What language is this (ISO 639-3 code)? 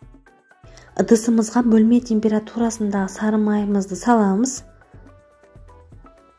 kaz